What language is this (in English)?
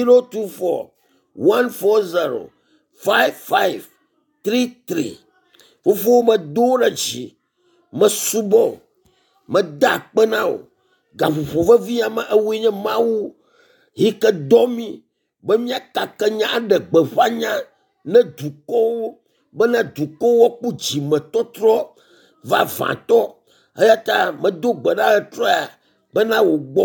Ewe